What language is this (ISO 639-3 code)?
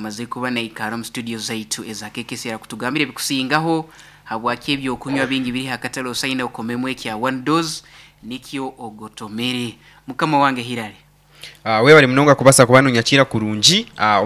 nyn